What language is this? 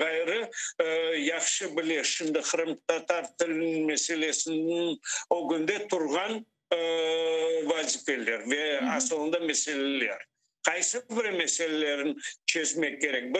Crimean Tatar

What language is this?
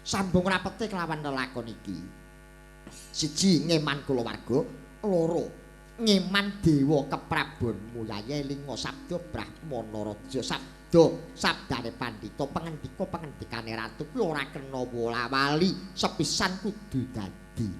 Javanese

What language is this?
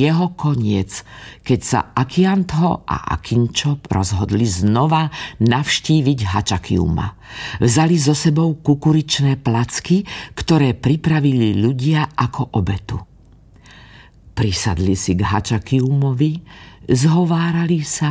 Slovak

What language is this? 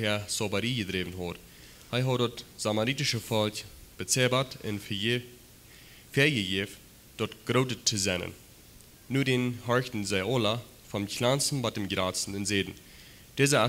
Plautdietsch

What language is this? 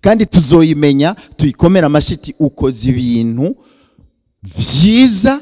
Rundi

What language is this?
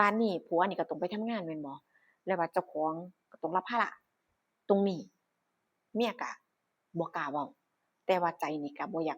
Northeastern Thai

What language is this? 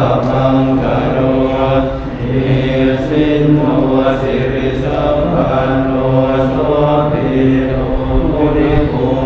Pali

